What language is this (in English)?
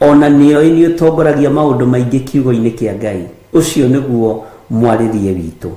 Kikuyu